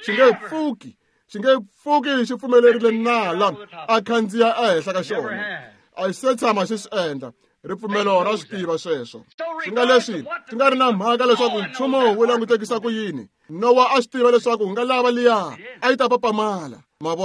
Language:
Tsonga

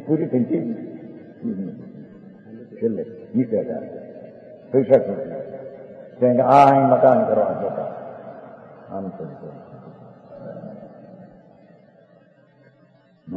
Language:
Gujarati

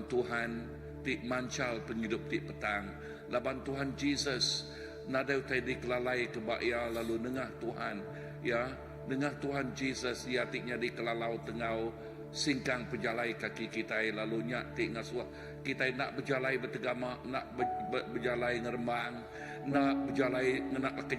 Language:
Iban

